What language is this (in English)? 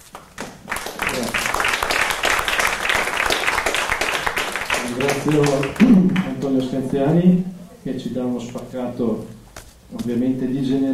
Italian